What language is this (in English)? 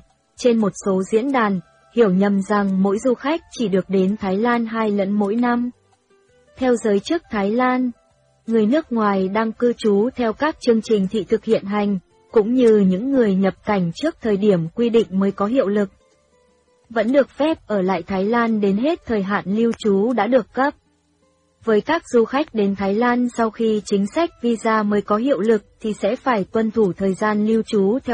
Vietnamese